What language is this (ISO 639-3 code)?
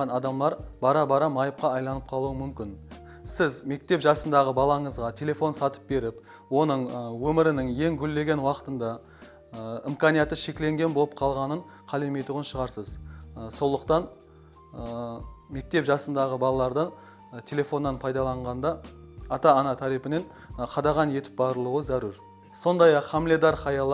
kaa